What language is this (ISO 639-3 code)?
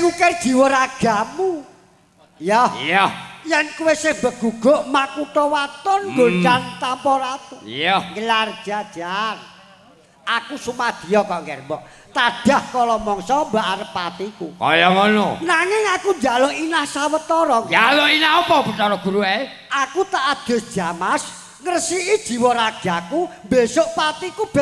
jav